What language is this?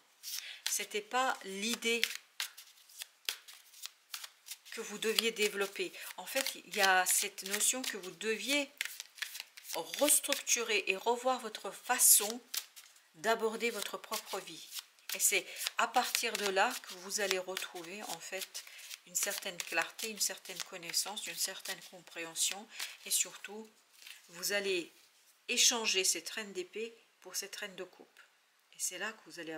French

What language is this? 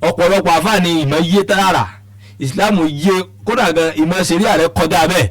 Yoruba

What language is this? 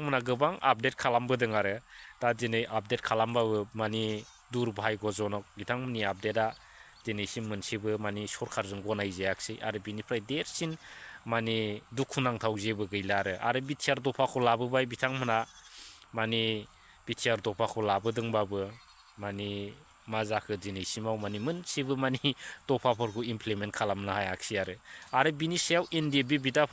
Bodo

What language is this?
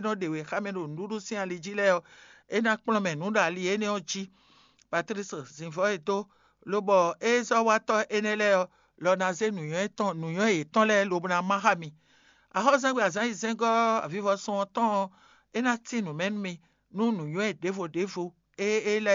Fon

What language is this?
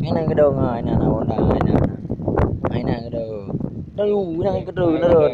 Achinese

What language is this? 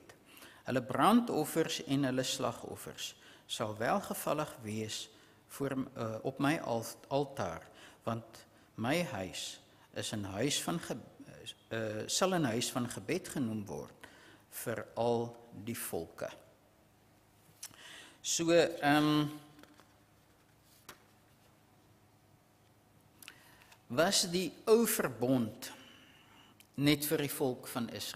Afrikaans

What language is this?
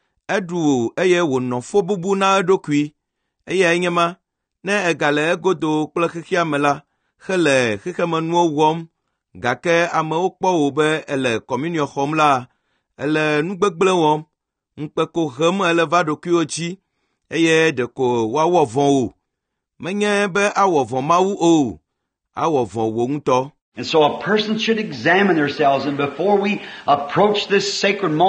Ewe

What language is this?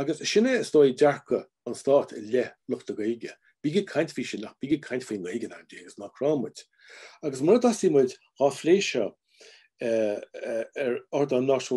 Irish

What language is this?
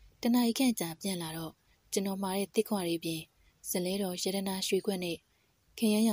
Burmese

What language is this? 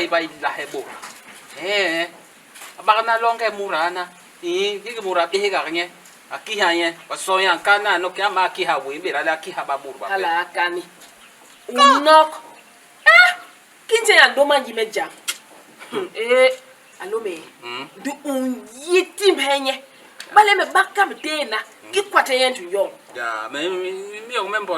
Basaa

